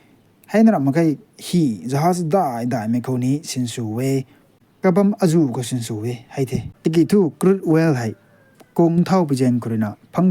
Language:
Rongmei Naga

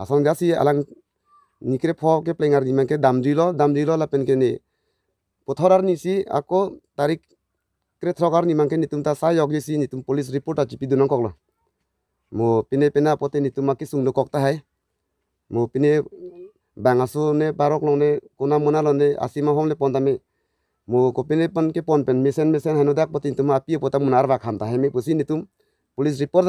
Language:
Karbi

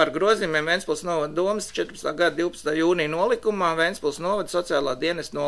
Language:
Latvian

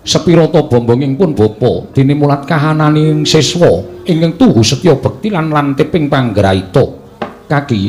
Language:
Javanese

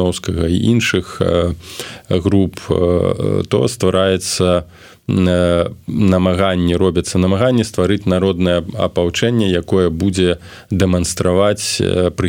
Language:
Belarusian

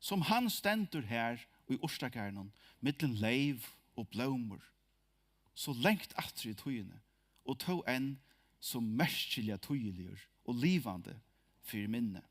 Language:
Faroese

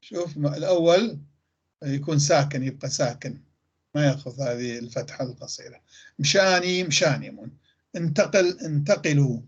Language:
North Levantine Arabic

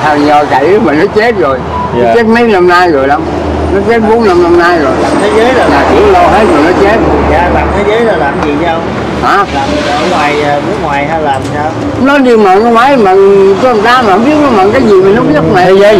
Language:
Vietnamese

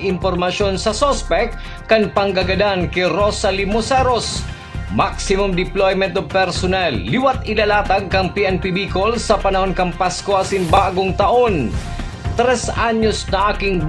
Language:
Bikol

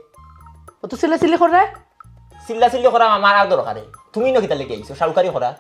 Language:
Sylheti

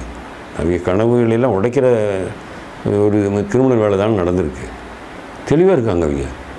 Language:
Tamil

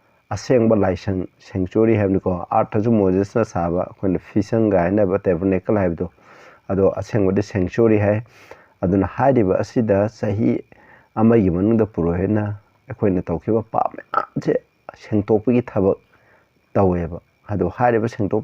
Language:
Manipuri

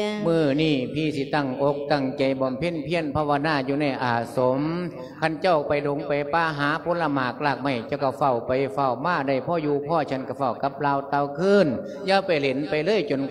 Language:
Lao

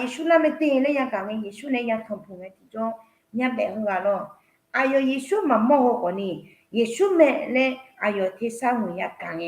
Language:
Akha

